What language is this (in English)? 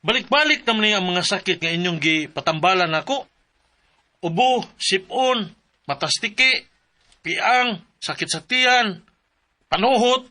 Cebuano